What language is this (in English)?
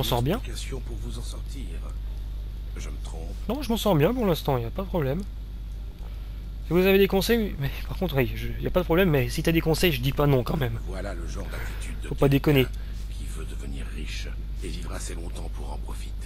French